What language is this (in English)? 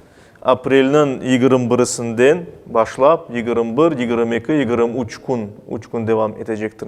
Crimean Tatar